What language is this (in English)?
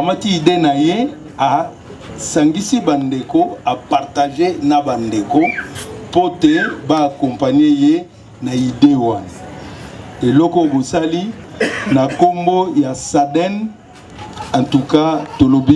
Lingala